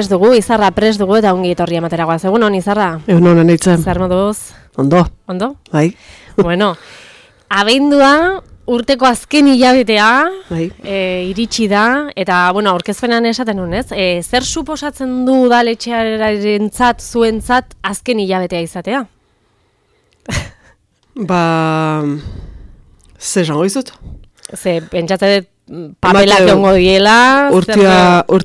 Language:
Basque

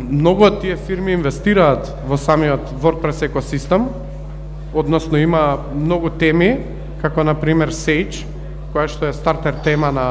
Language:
Macedonian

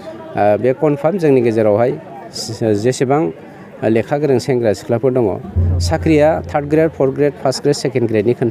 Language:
Bodo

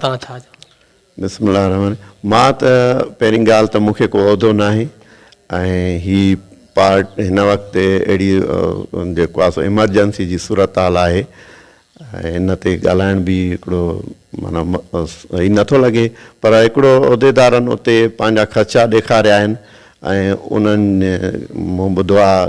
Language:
Sindhi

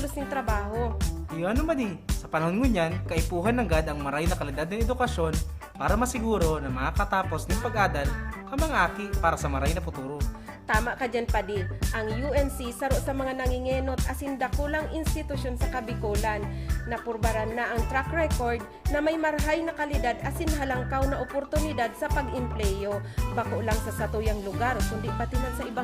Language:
Bikol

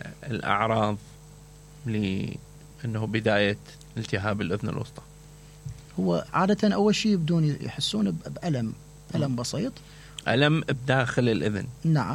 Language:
Mesopotamian Arabic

